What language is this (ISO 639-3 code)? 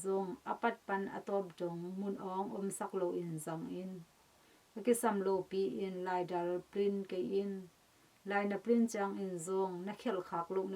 ctd